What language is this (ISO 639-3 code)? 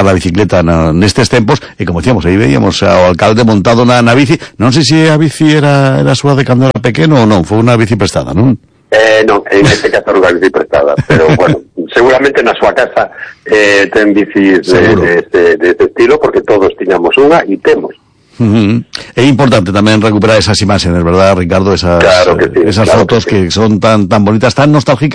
glg